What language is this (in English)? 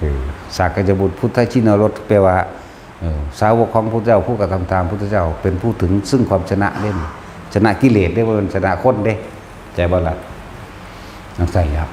Northeastern Thai